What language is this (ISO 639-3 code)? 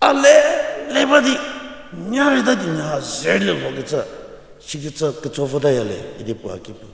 njm